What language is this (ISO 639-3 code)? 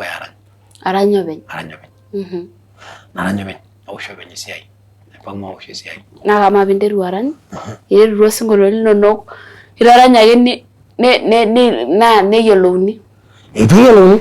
mas